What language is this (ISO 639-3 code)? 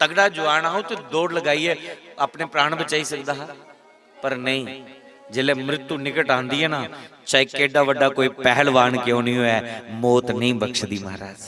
doi